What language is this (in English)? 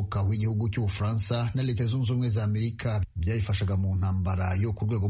Kinyarwanda